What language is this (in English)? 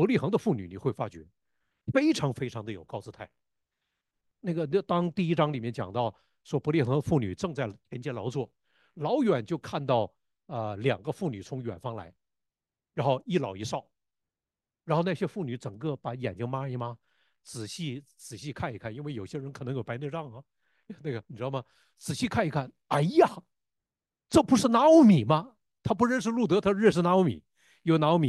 Chinese